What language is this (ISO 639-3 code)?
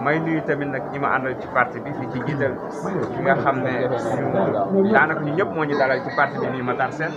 wol